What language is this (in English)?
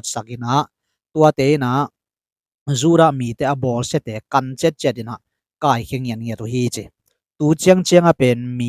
Tedim Chin